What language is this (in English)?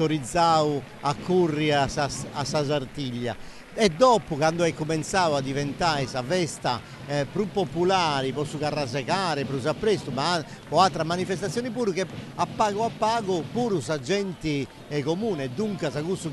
Sardinian